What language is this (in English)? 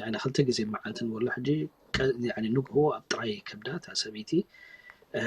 Tigrinya